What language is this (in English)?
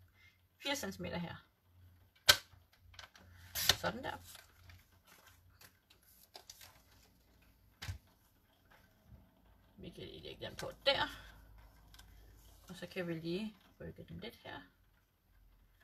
Danish